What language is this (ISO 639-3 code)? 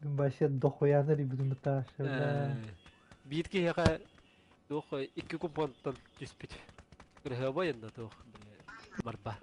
sah